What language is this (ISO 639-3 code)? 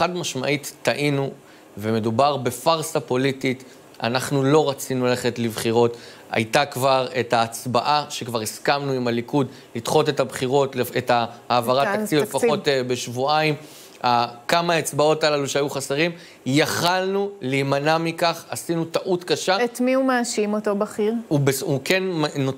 heb